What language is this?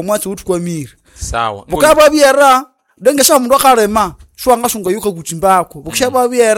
Nande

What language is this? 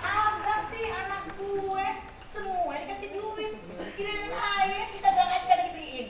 Betawi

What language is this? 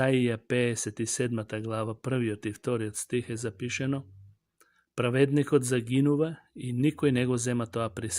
Macedonian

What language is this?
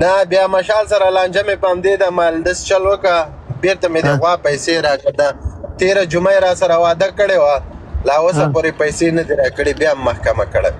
Pashto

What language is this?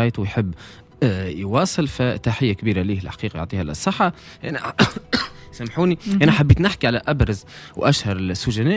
Tunisian Arabic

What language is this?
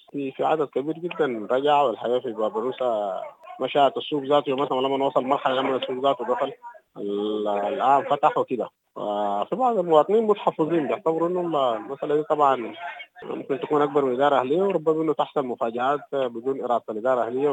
Sudanese Arabic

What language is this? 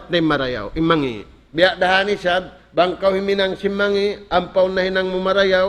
Tausug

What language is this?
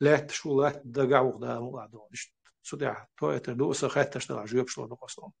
Chechen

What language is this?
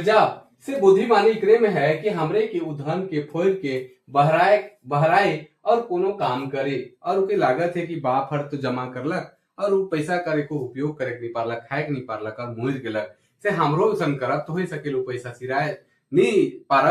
Sadri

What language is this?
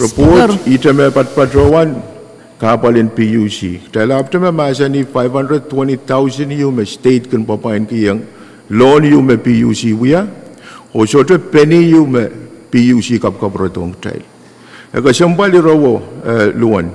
Pohnpeian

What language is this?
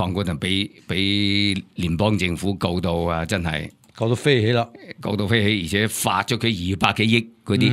Cantonese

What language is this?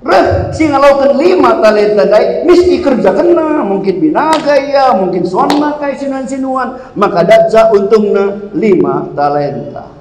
Batak Karo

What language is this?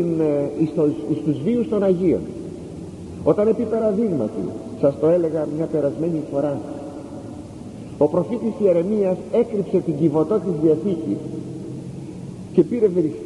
Greek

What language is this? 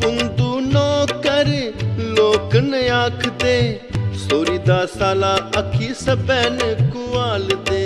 Dogri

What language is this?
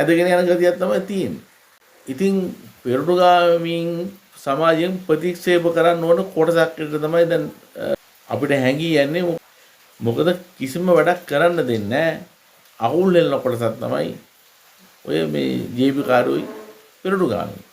Sinhala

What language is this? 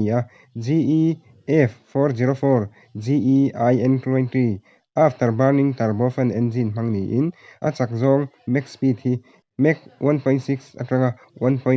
Mizo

